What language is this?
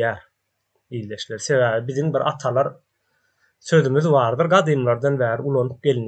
Turkmen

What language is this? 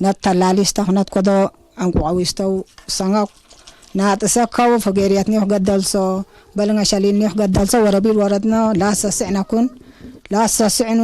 Tigre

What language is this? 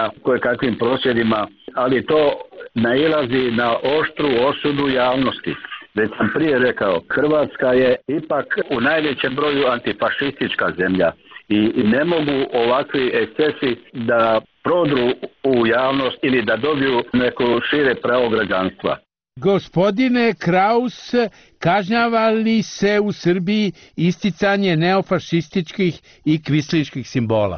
Croatian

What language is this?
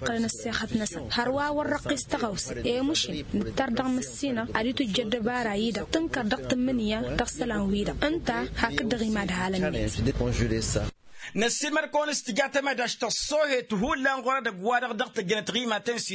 Tamasheq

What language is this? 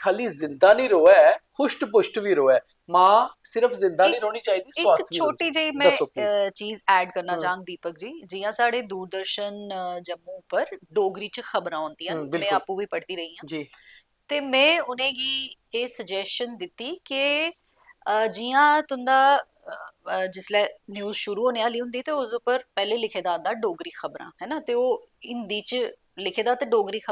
Dogri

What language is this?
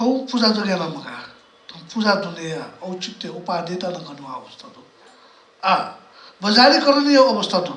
Newari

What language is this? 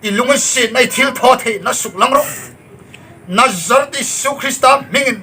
Hmar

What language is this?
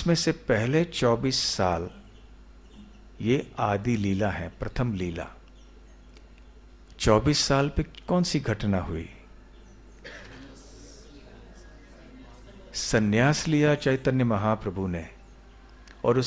Hindi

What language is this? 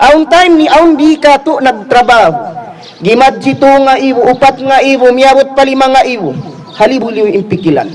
Tausug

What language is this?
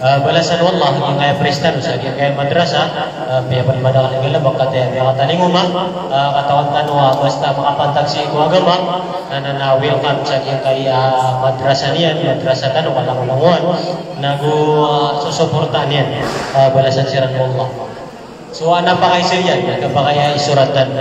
Maranao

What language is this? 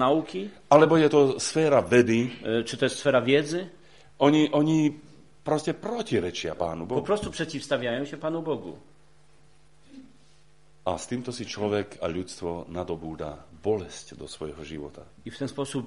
Slovak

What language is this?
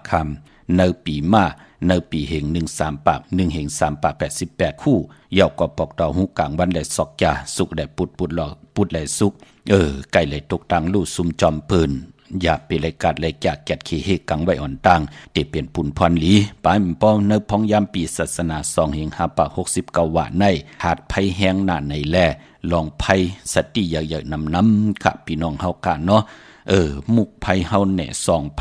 Shan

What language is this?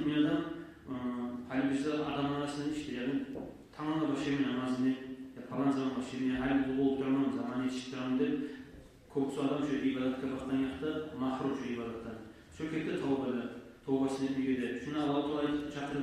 Kumyk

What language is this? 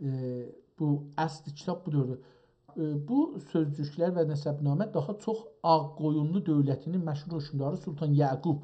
South Azerbaijani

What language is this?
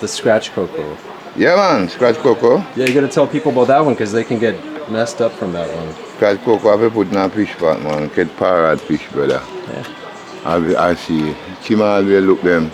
Jamaican Creole English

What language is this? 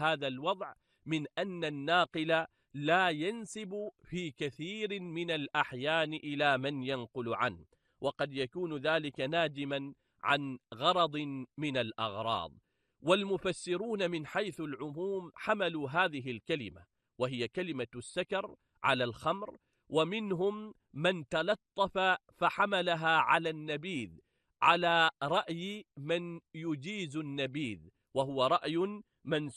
Arabic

